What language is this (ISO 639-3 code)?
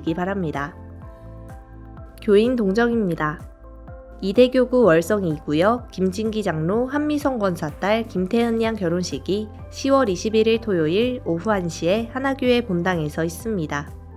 kor